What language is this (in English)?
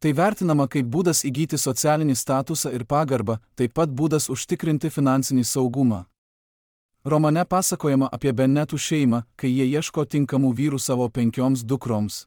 Lithuanian